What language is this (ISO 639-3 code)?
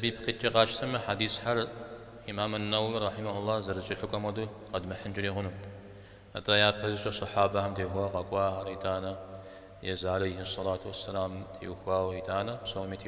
kbd